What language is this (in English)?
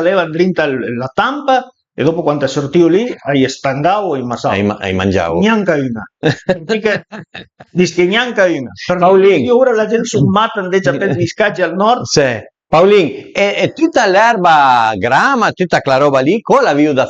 Piedmontese